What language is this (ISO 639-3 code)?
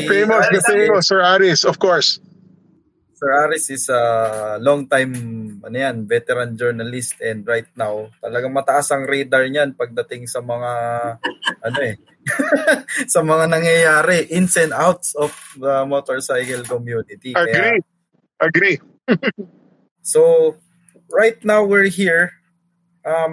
fil